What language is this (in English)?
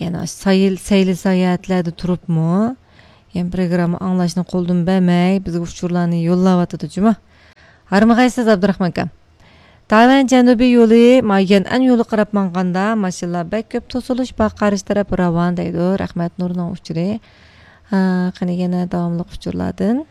Uyghur